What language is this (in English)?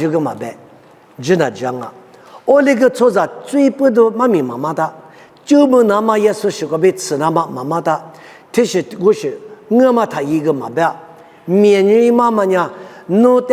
Lisu